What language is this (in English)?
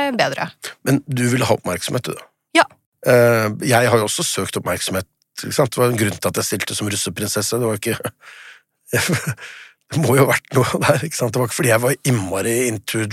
Norwegian